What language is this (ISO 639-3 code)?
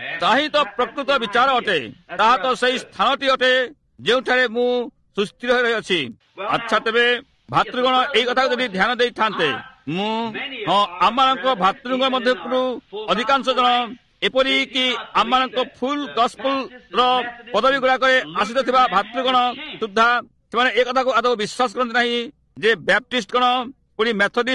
ori